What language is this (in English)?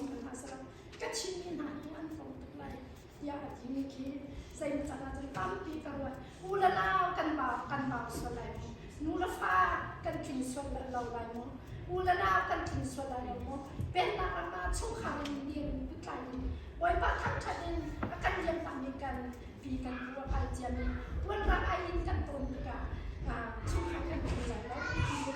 Hakha Chin